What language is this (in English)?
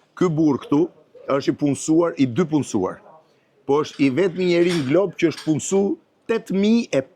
Albanian